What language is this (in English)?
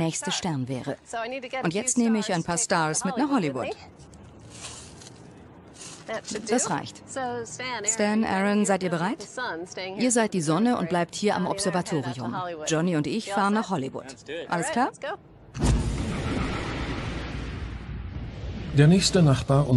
German